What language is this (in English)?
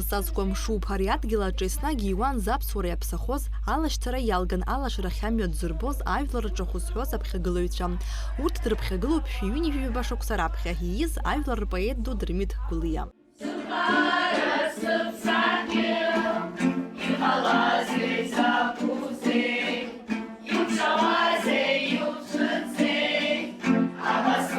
Abkhazian